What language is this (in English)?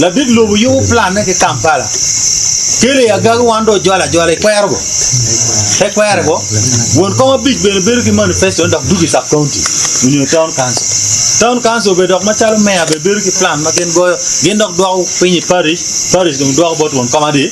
Acoli